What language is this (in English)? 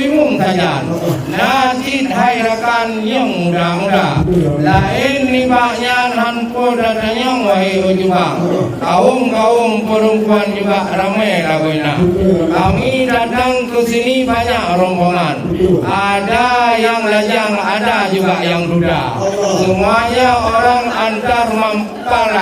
Achinese